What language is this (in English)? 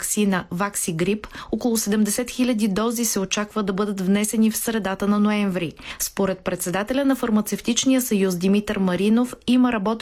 Bulgarian